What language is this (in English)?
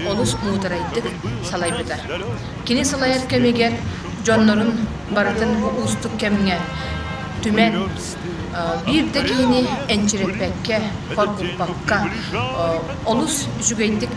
Yakut